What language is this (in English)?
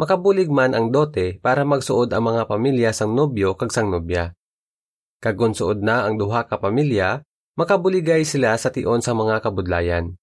Hiligaynon